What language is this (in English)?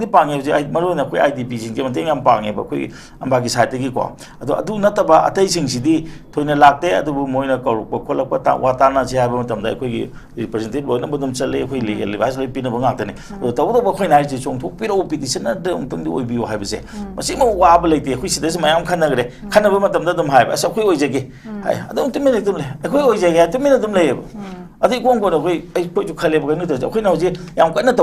Manipuri